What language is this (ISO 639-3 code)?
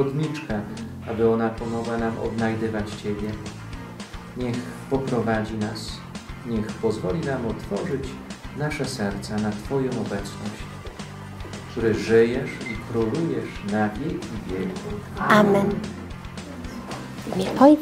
pol